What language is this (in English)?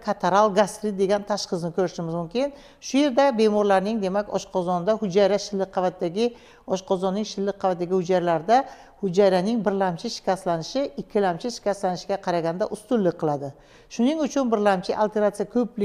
Uzbek